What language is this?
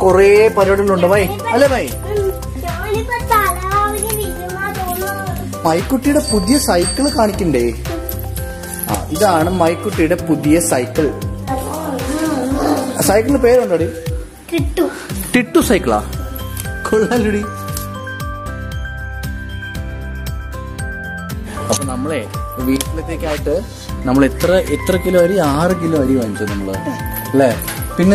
Malayalam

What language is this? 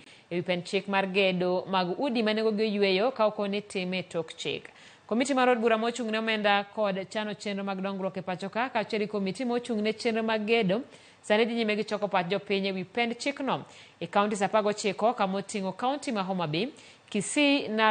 Luo (Kenya and Tanzania)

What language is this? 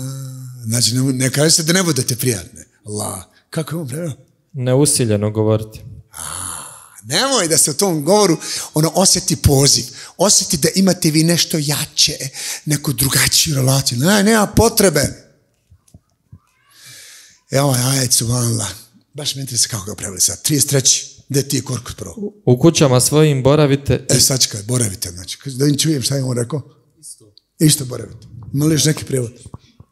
Bosnian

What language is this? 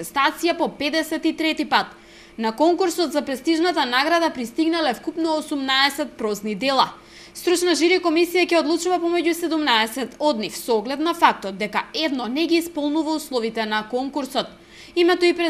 Macedonian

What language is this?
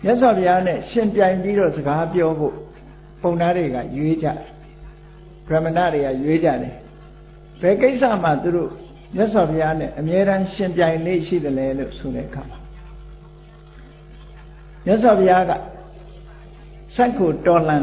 Burmese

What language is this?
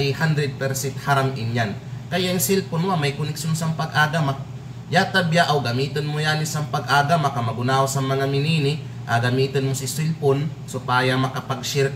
Kalagan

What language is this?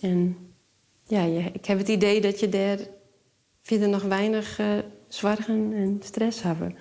Western Frisian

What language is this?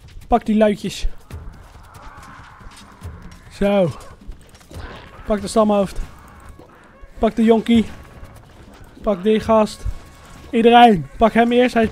Dutch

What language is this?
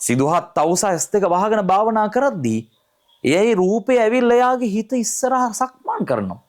Sinhala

